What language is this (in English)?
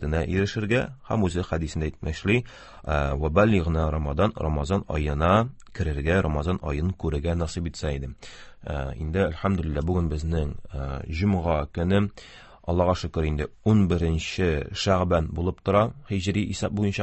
Tatar